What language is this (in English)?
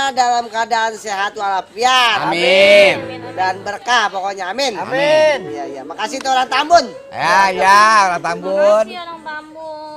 Betawi